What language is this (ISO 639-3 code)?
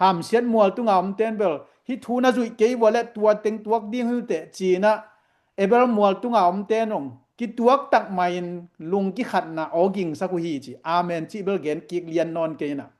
ctd